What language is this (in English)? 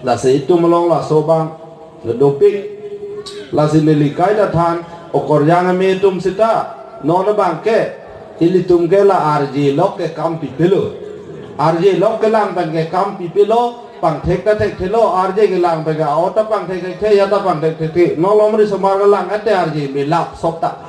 Karbi